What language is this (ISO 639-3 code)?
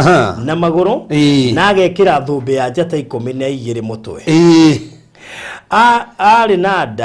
kik